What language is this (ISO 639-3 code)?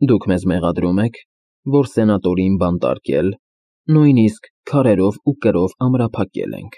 hye